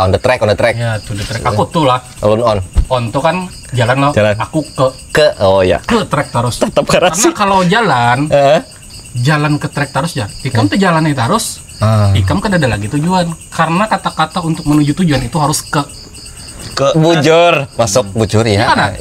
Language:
Banjar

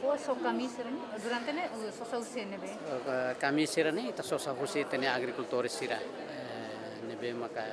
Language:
Tetum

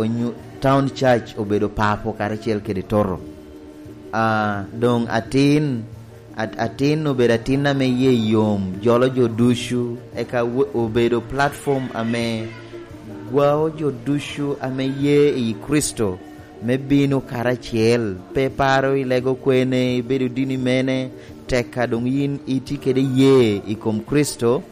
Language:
Lango (Uganda)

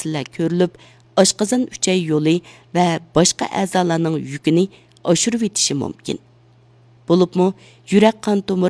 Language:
Uyghur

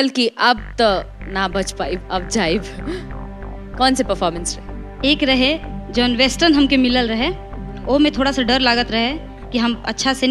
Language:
Bhojpuri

